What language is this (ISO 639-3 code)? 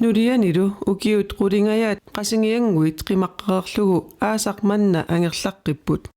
kal